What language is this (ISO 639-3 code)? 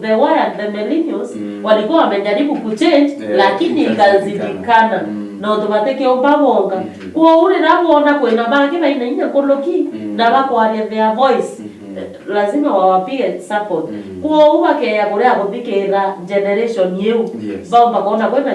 mer